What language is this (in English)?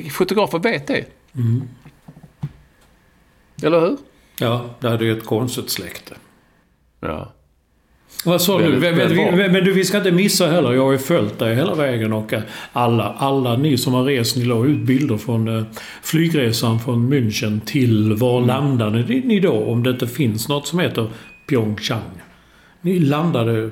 Swedish